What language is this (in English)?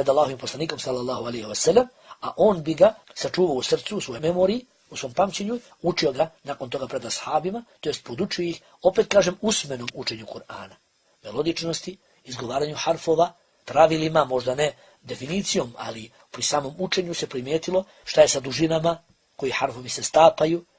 Bosnian